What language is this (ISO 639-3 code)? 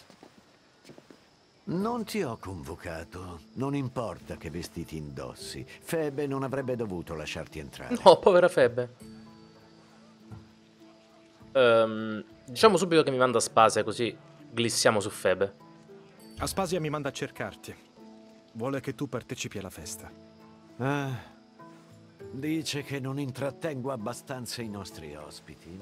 ita